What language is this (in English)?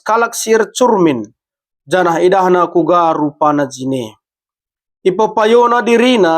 Batak Karo